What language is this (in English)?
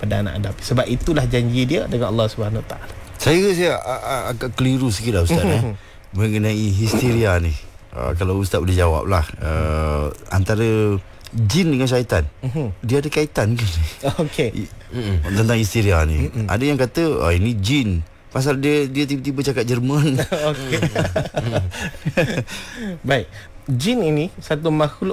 Malay